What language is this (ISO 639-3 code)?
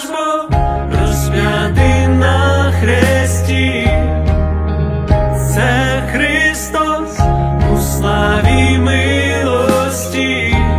ukr